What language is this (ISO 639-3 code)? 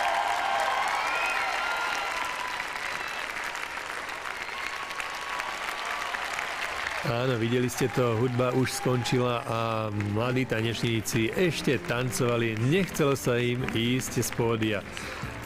slk